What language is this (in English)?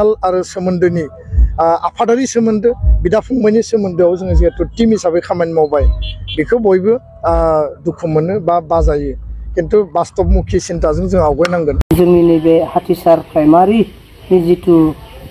Bodo